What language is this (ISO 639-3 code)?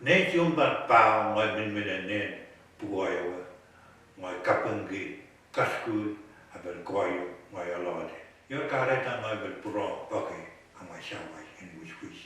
pon